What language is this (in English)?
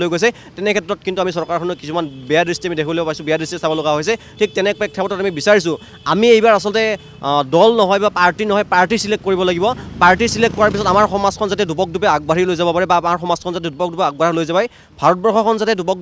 Assamese